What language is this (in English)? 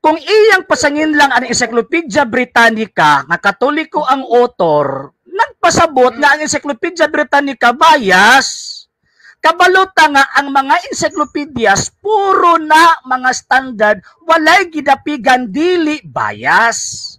Cebuano